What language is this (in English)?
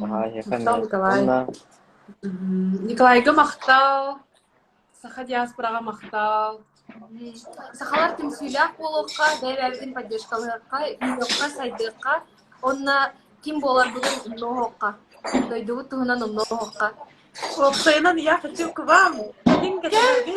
Yakut